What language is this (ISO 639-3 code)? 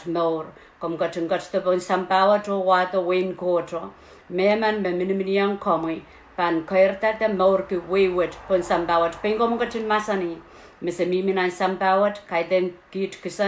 pon